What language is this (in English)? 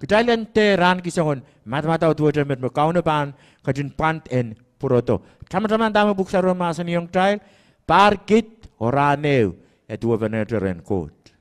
Pohnpeian